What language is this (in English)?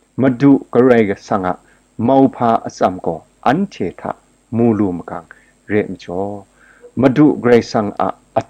Kachin